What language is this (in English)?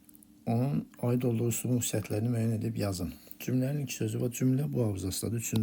Azerbaijani